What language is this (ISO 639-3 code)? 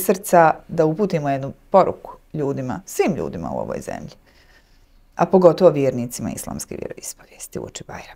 bos